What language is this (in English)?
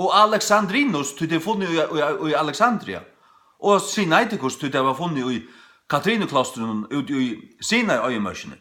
Faroese